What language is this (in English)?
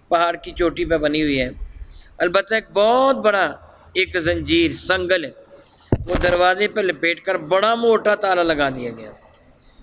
Urdu